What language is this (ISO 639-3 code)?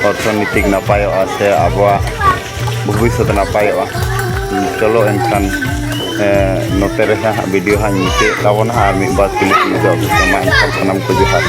sat